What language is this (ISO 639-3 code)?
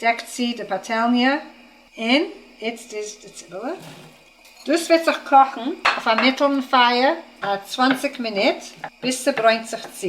yid